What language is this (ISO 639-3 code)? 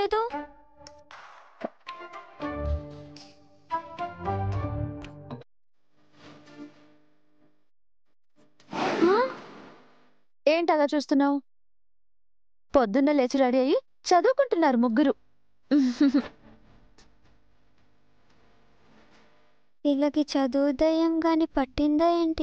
tel